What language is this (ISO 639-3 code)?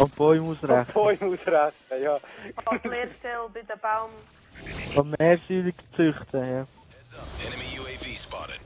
gsw